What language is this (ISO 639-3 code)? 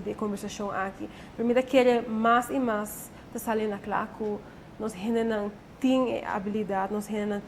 pap